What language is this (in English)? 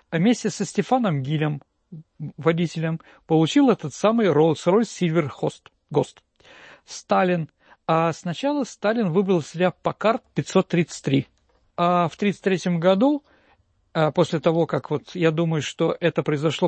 Russian